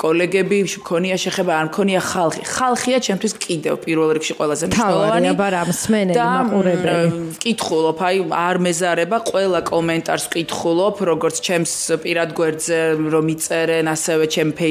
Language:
Georgian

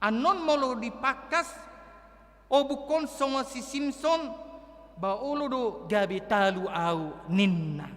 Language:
Batak Toba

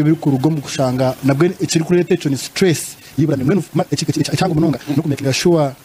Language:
Nyankole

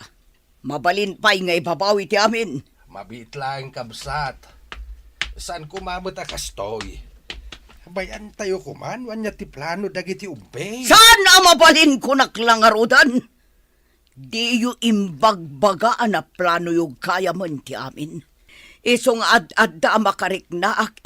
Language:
Iloko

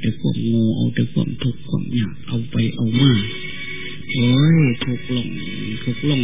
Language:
Thai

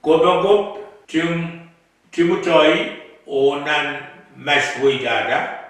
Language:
Pohnpeian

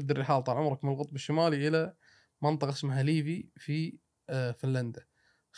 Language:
Gulf Arabic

